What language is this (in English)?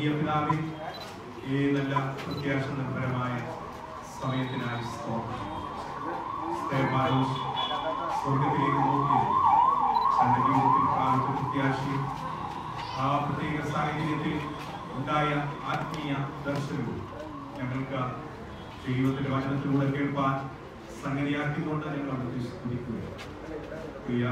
Malayalam